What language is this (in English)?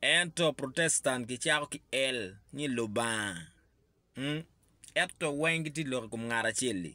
Acoli